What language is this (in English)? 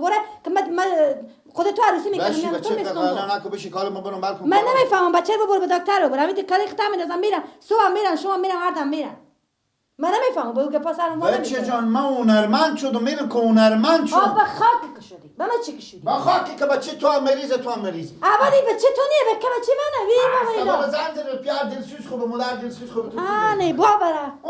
Persian